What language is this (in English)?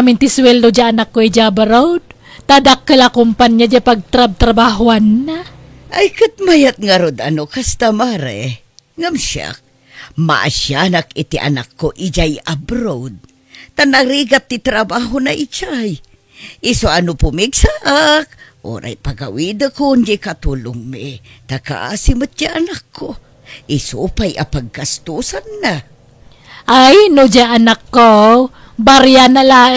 Iloko